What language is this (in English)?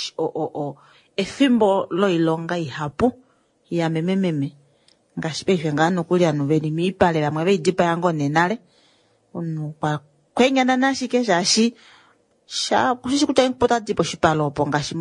Kuanyama